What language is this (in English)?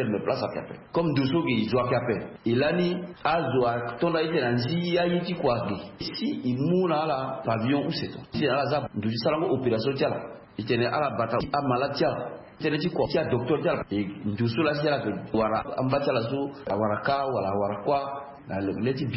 Sango